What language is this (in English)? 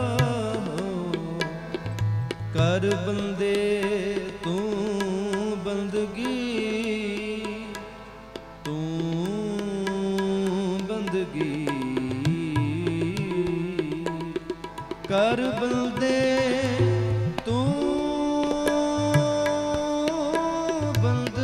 Hindi